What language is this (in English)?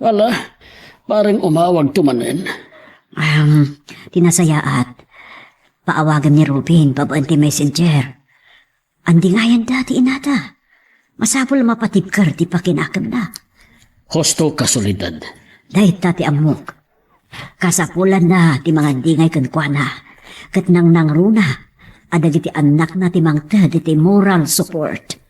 Iloko